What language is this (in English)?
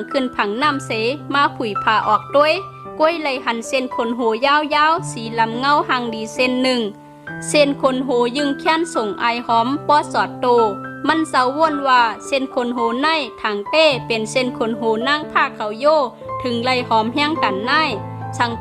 Shan